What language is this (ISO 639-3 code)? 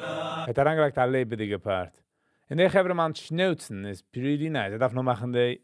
yid